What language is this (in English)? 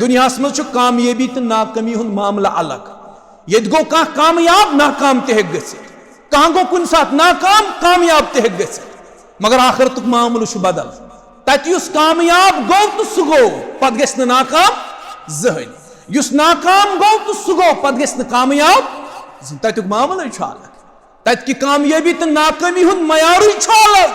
Kashmiri